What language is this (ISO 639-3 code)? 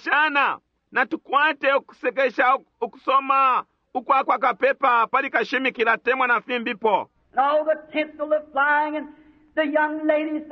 bem